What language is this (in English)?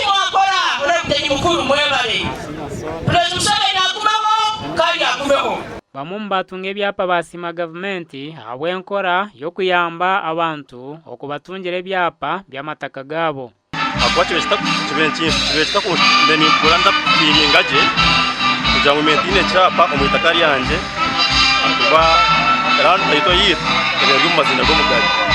Nyankole